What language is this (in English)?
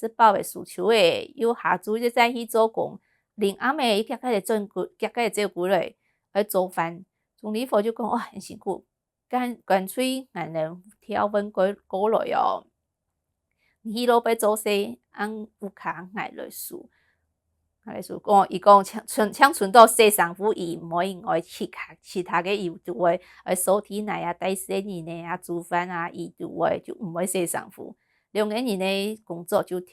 Hakka Chinese